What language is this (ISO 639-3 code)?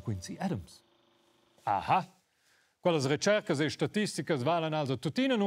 roh